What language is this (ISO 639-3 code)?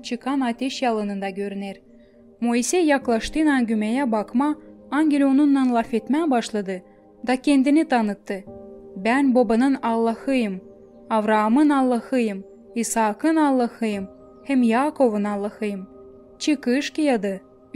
gag